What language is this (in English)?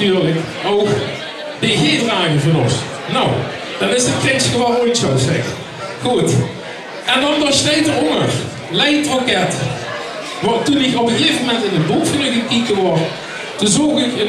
Limburgish